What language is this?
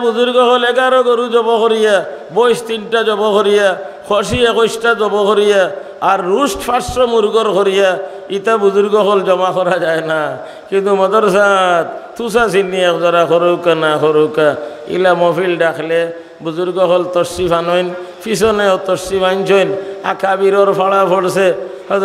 Sylheti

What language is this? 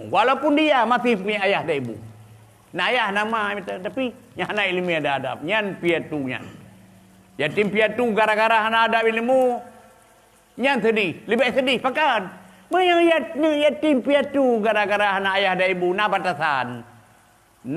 Achinese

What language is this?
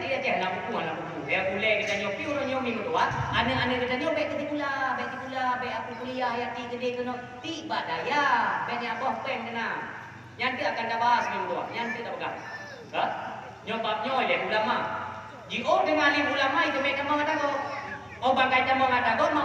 Achinese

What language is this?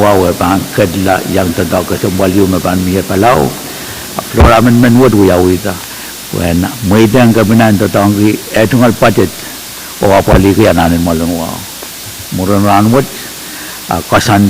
Pohnpeian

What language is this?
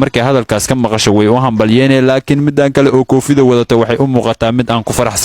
Somali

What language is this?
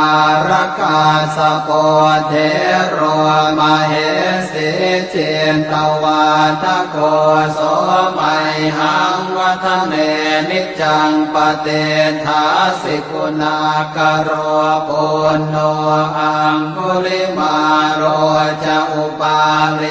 Pali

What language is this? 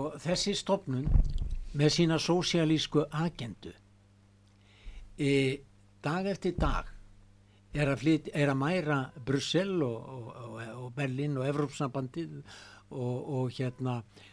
Icelandic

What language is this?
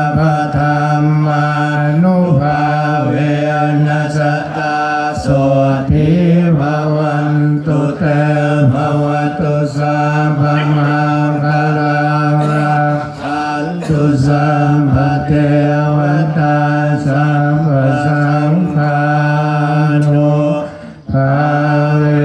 Pali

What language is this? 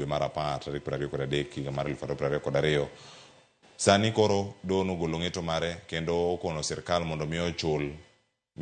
Luo (Kenya and Tanzania)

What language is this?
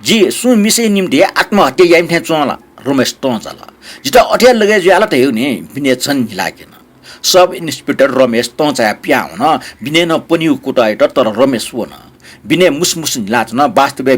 Newari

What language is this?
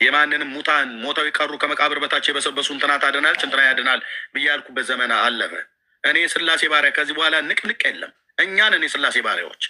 Amharic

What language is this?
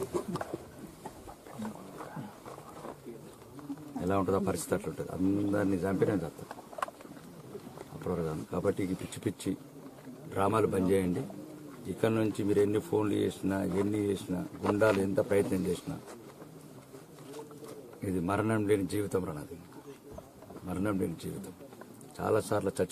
Telugu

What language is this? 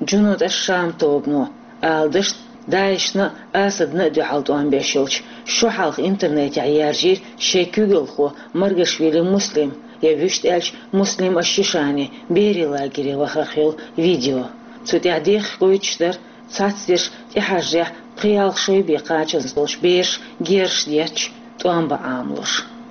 Chechen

